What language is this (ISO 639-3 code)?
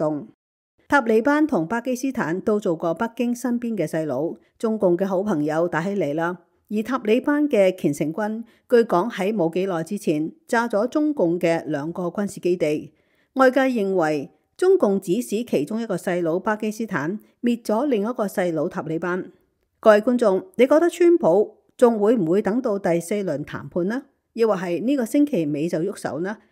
yue